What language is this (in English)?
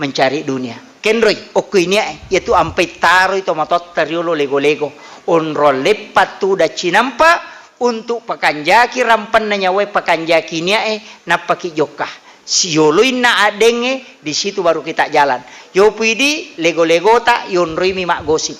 Buginese